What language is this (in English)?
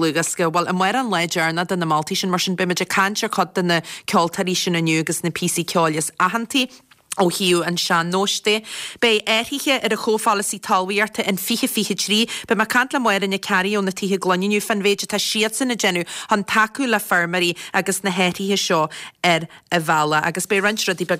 Irish